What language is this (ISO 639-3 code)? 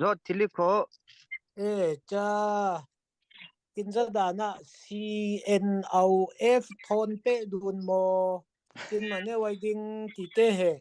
cfm